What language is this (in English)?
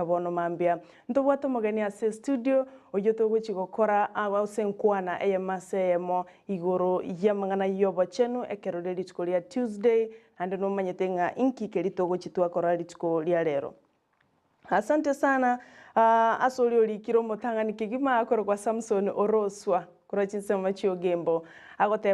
Gusii